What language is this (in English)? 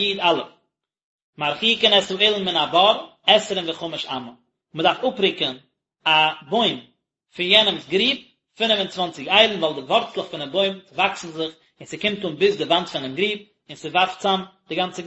Yiddish